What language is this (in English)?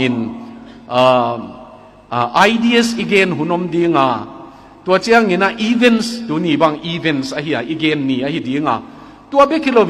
Tedim Chin